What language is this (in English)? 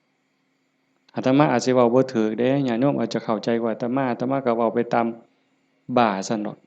Northeastern Thai